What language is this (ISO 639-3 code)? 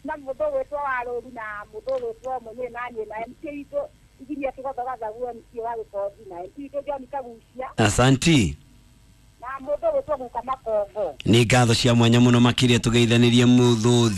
kik